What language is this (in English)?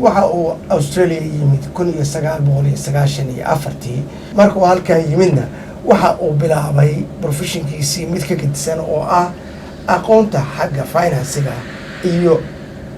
Somali